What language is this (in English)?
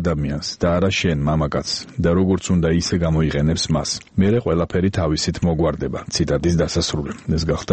Georgian